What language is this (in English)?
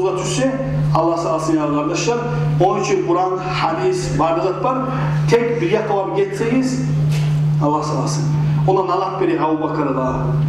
Kumyk